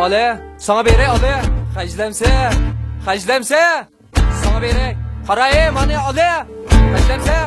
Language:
Uyghur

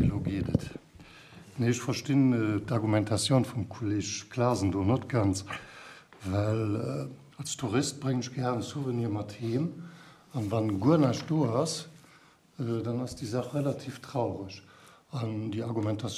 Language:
Luxembourgish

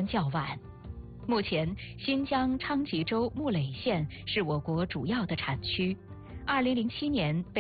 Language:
Chinese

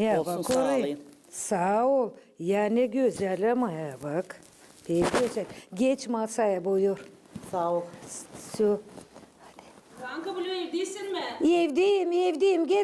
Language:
Gagauz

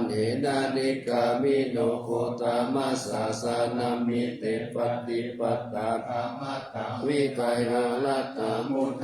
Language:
Pali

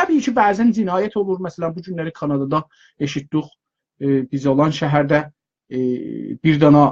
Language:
South Azerbaijani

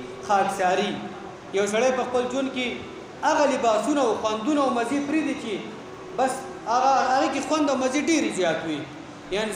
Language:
Pashto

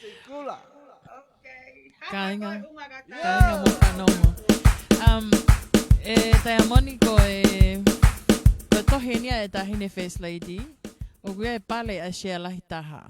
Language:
Tongan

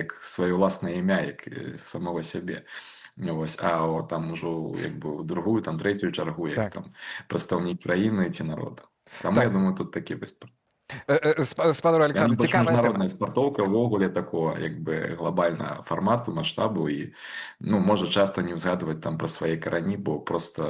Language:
Belarusian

